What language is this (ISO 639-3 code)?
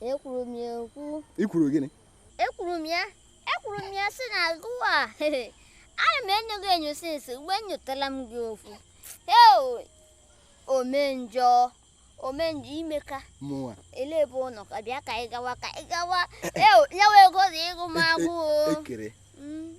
ibo